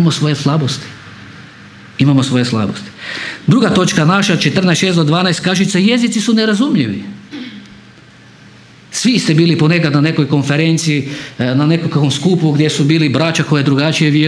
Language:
Croatian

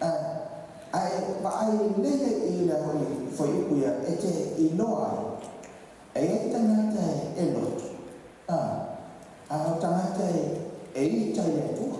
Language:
Samoan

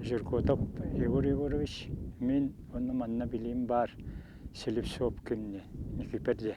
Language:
Yakut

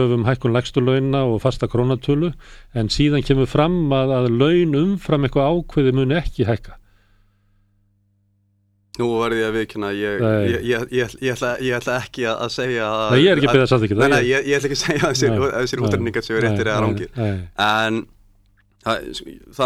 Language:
Icelandic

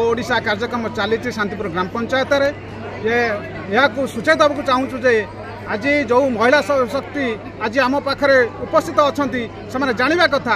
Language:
Odia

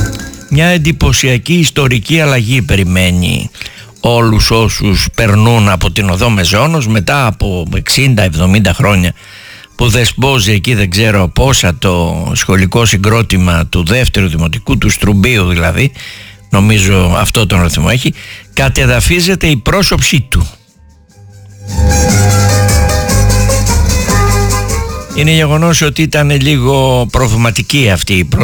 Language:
Greek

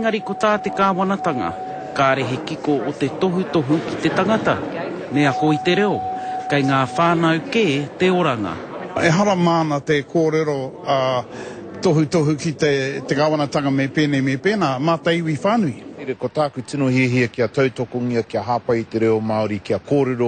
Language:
Māori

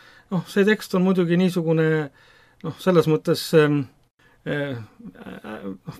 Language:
Estonian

